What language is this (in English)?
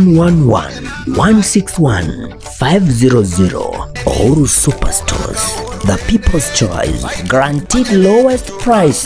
Gusii